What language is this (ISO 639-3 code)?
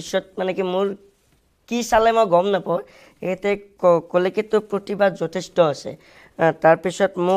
asm